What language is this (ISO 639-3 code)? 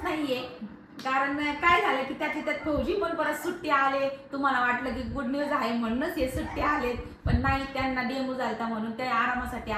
mar